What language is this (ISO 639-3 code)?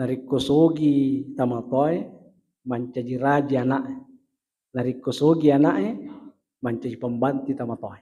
bug